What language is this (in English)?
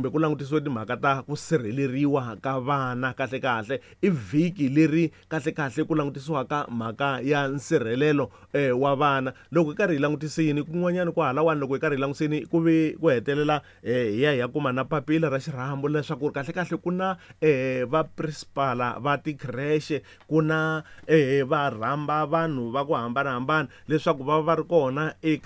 Tsonga